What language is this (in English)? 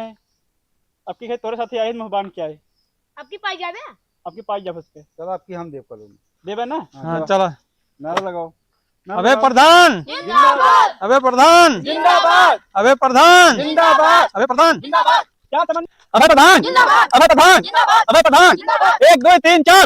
Awadhi